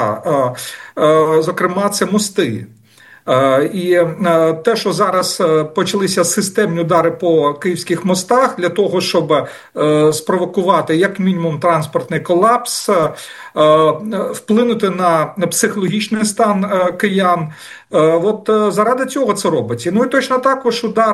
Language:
Ukrainian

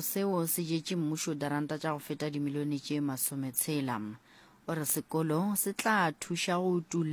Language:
Northern Sotho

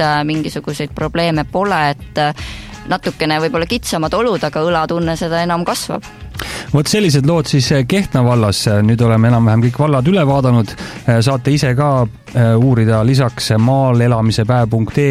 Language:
Estonian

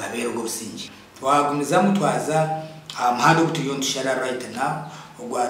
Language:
Nyankole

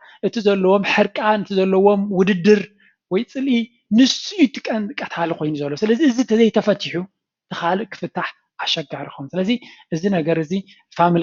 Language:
Tigrinya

